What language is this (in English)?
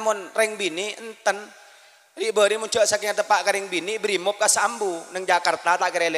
Madurese